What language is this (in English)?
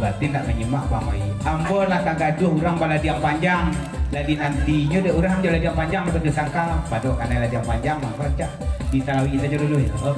Minangkabau